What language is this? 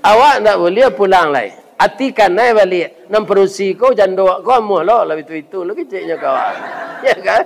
Minangkabau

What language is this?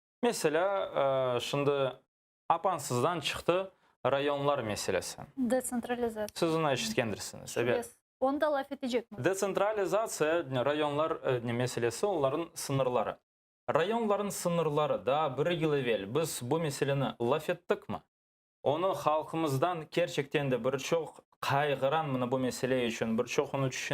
Crimean Tatar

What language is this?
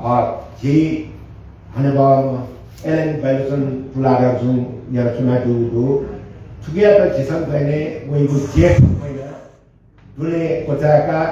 Newari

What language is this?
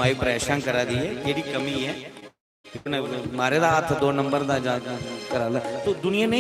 Dogri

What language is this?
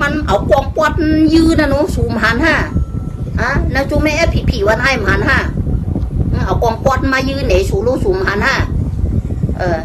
Shan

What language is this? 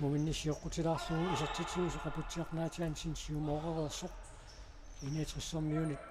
Kalaallisut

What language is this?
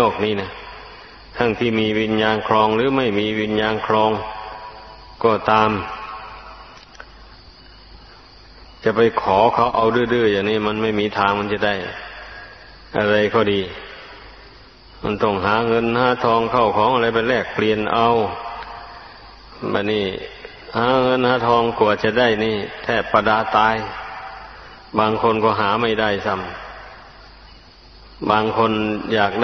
Thai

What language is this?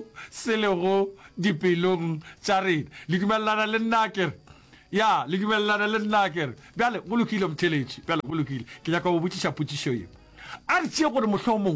Northern Sotho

